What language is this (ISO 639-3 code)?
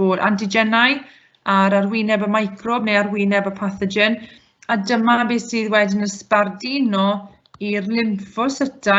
cym